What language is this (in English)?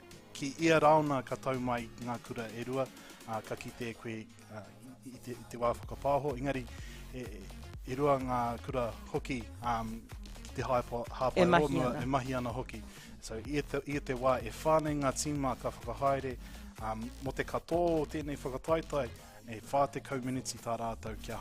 Māori